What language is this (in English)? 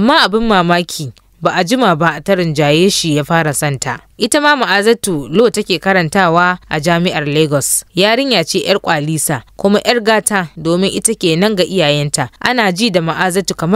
Hausa